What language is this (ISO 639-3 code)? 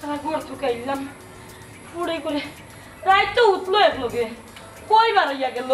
syl